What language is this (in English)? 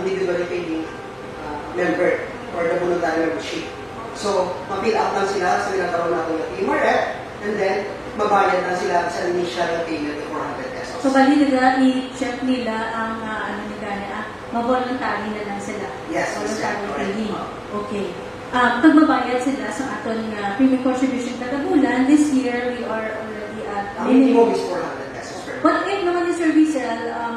Hiligaynon